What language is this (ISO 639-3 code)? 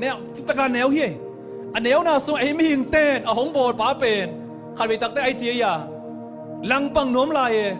ctd